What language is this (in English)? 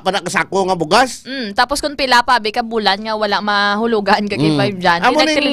Hiligaynon